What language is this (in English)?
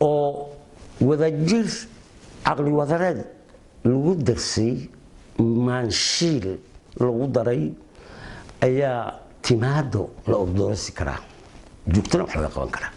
Somali